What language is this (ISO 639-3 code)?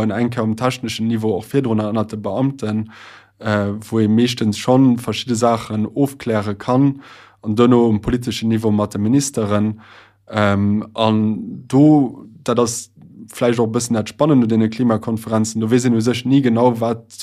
ltz